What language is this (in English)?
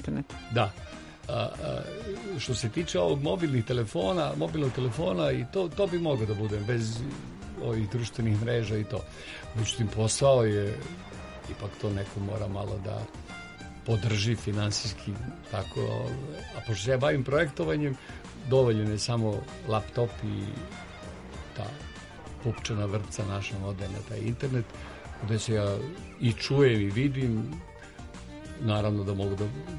Serbian